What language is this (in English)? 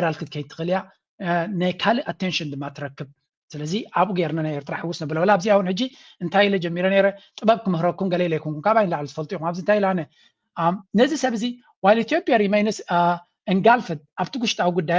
Tigrinya